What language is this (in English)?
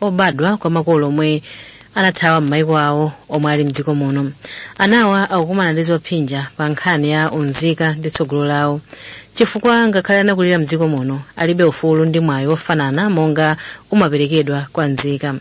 Nyanja